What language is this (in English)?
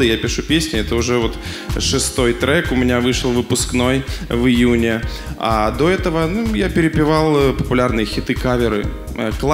Russian